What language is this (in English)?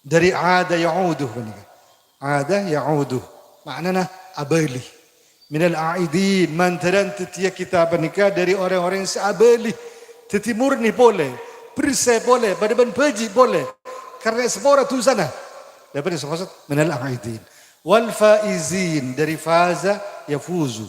Madurese